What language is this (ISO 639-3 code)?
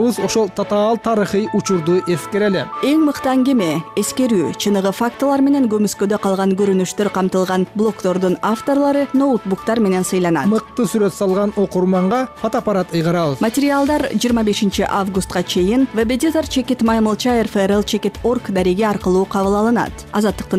kir